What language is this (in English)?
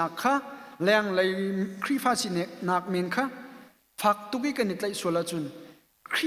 Hakha Chin